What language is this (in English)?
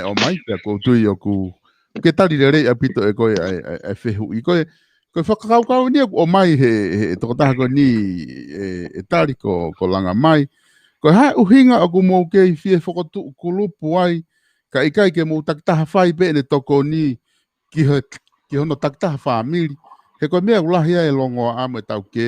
Tongan